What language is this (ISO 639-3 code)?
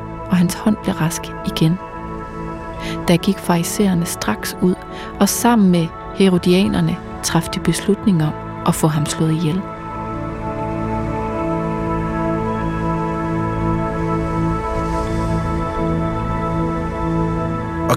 dan